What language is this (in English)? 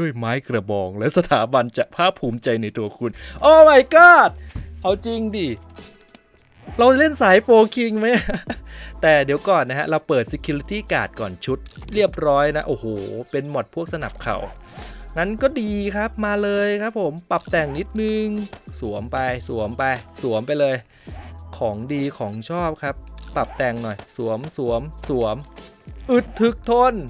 Thai